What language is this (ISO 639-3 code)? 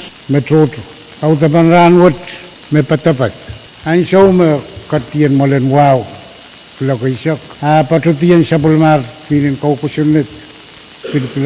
pon